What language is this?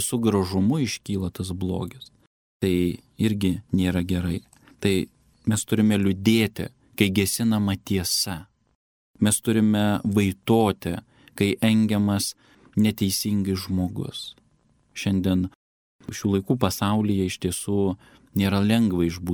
Lithuanian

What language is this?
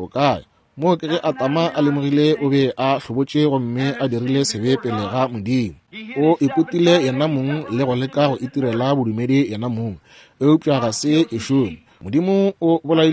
Northern Sotho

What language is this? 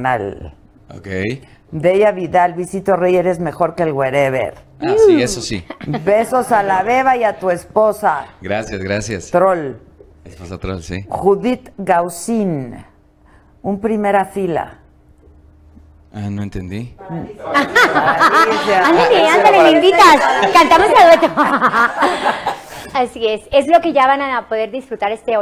Spanish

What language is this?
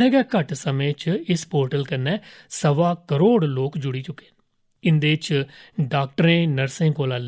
Dogri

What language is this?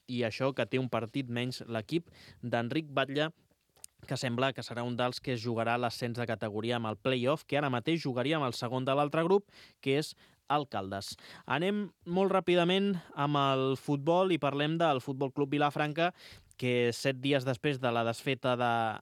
Catalan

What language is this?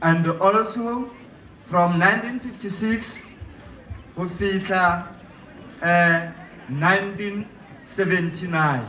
Tswana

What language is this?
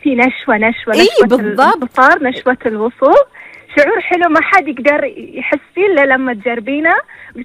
Gulf Arabic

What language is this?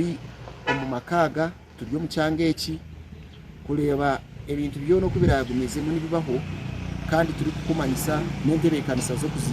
Nyankole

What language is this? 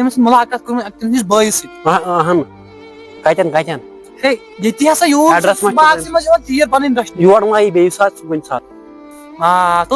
Kashmiri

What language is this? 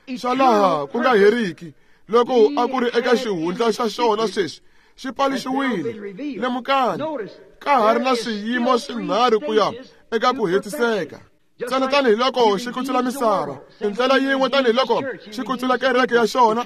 Tsonga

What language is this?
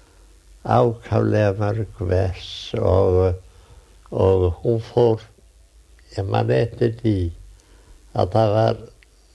Icelandic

